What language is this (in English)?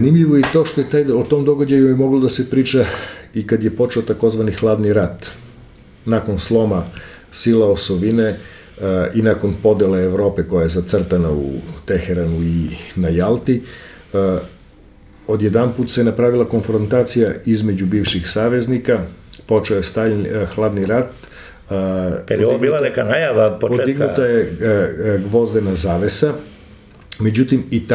Serbian